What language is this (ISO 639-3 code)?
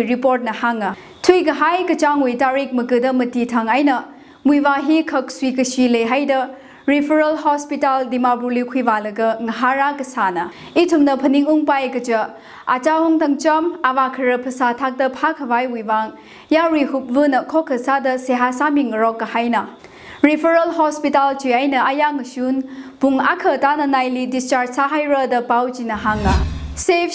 nmf